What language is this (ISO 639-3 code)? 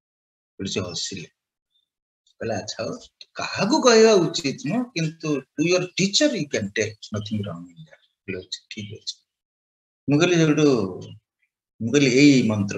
ori